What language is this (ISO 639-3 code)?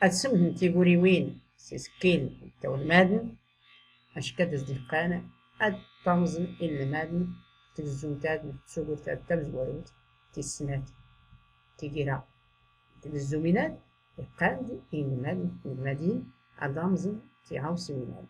shi